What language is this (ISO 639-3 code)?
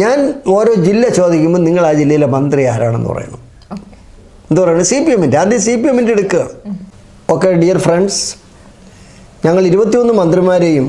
mal